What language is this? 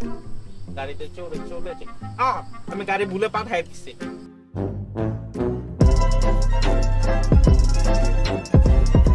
Bangla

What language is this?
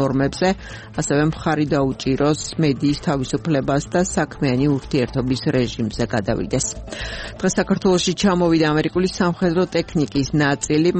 Georgian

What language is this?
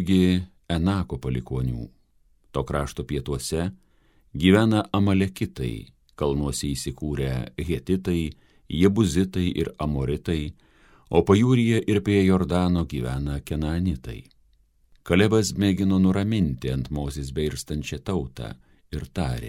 Lithuanian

